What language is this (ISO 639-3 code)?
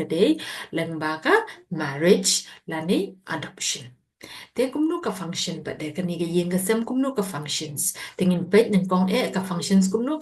kha